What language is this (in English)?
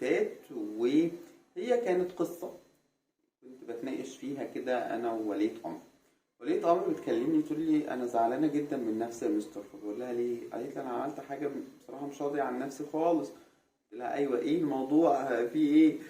Egyptian Arabic